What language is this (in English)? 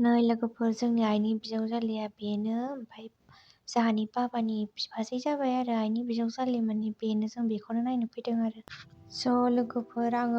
Bodo